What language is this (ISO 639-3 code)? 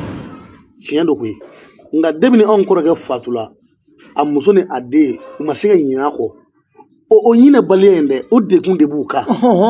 bam